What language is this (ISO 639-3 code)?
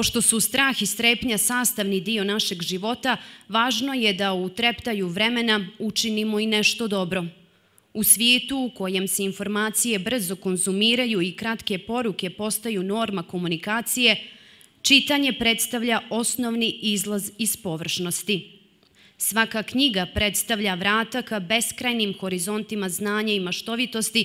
srp